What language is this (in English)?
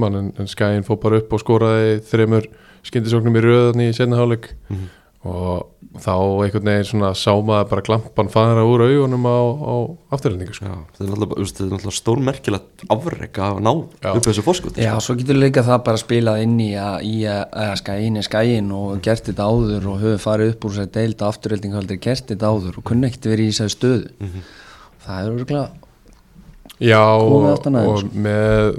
Icelandic